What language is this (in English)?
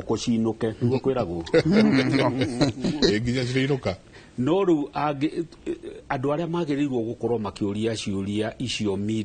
Kikuyu